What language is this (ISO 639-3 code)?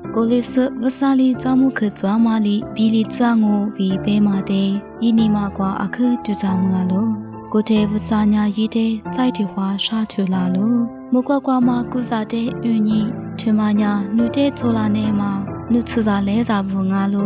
lis